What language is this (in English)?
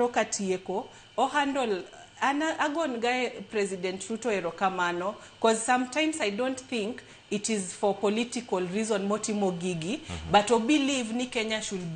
Luo (Kenya and Tanzania)